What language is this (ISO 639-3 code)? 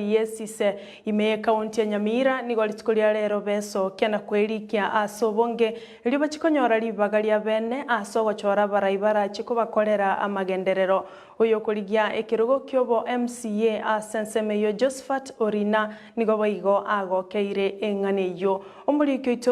guz